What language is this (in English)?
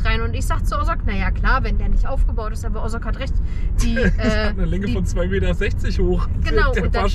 German